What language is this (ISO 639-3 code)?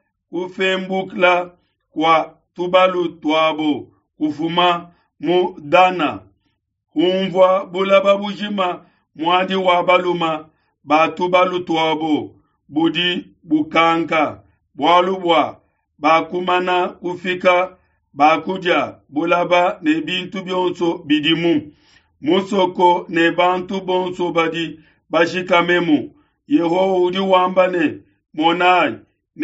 lua